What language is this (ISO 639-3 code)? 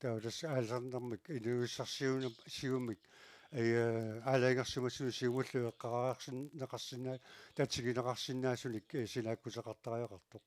kal